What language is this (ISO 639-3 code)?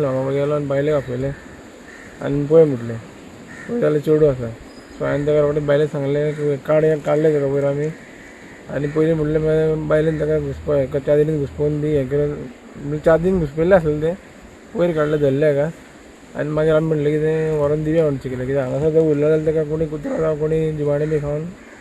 kok